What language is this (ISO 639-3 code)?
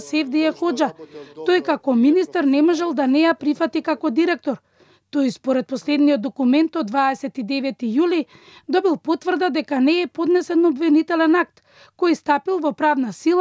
mkd